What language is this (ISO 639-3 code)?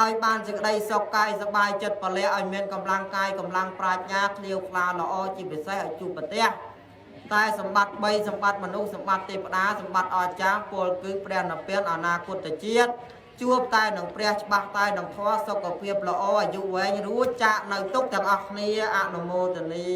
khm